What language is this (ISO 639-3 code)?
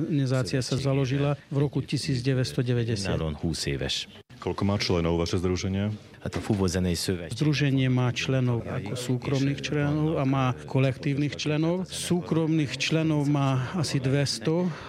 slk